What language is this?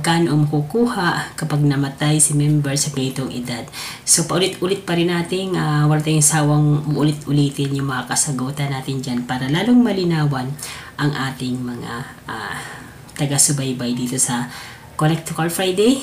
Filipino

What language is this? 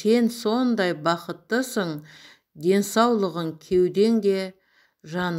Kazakh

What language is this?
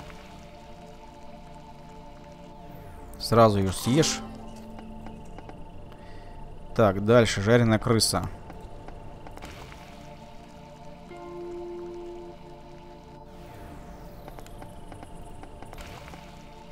Russian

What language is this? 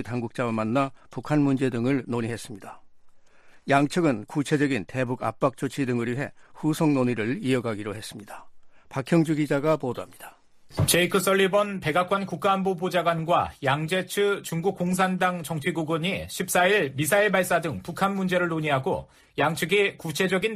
Korean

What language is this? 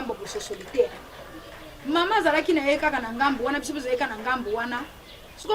Lingala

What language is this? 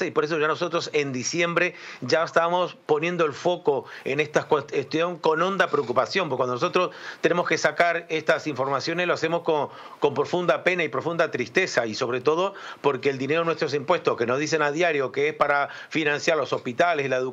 Spanish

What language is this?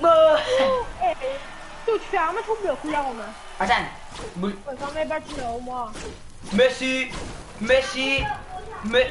Morisyen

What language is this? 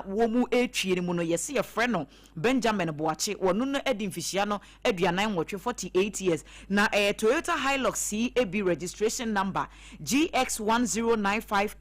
Akan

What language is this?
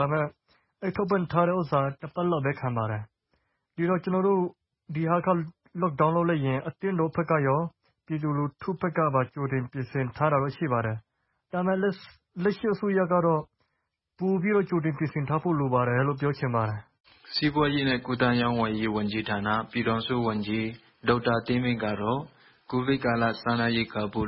Burmese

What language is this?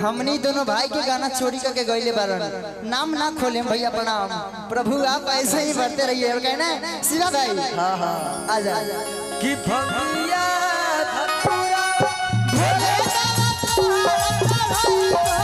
Magahi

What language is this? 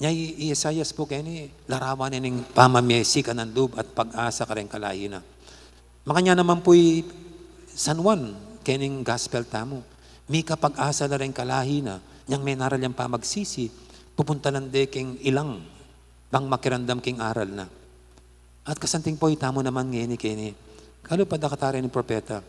Pampanga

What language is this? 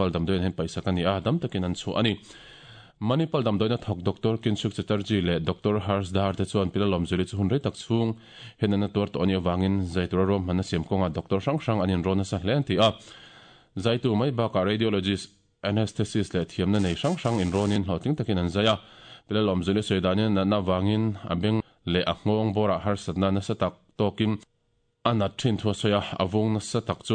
Mizo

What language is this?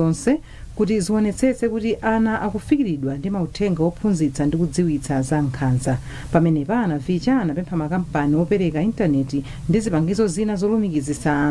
Nyanja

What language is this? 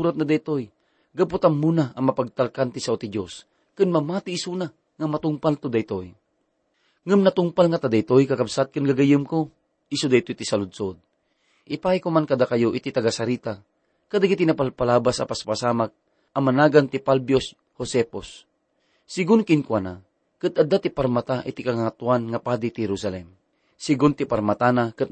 Iloko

